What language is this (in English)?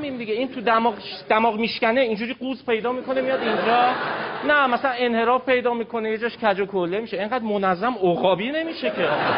Persian